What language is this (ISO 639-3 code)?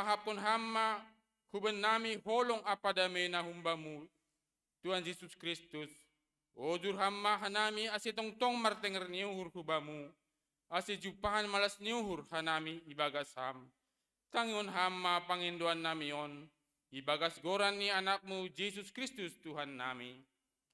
bts